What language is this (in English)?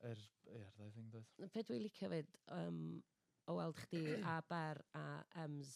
Welsh